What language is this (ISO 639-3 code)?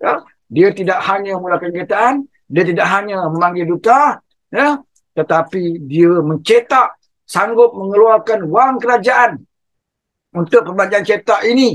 msa